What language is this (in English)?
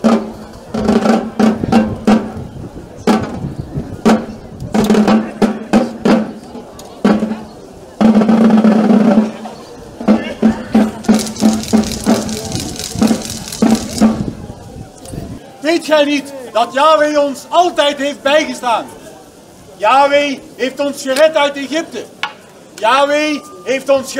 Dutch